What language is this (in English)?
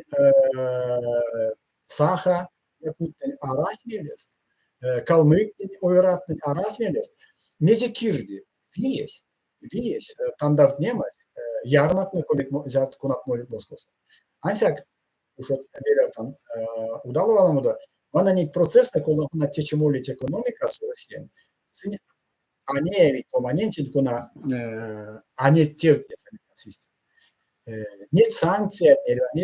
Erzya